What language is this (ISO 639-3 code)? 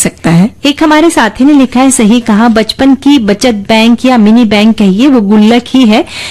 hin